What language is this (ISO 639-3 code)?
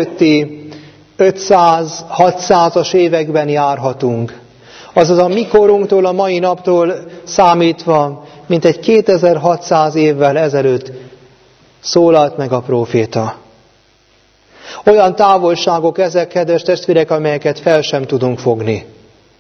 hun